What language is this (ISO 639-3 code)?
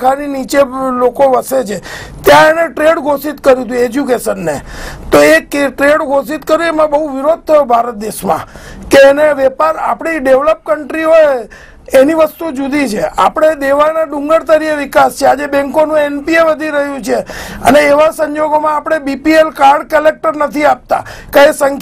guj